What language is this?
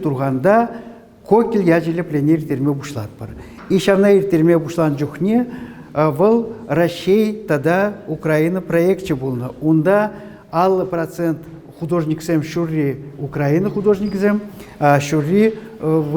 Chuvash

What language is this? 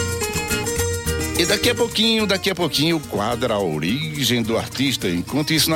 Portuguese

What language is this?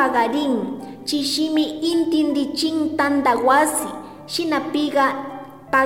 Chimborazo Highland Quichua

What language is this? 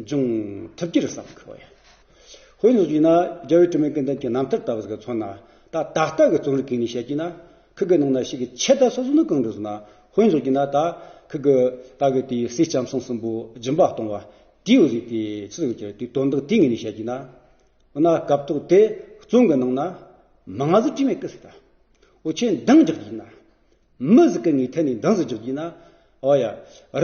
Amdo Tibetan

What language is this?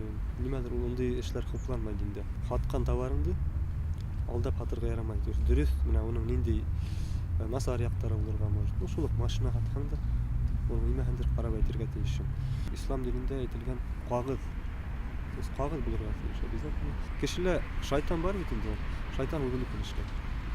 Bashkir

